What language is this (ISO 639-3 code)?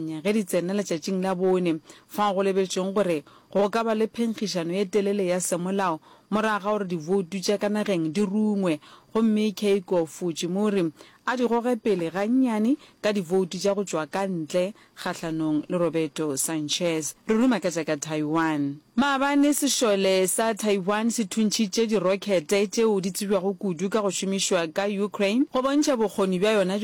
nso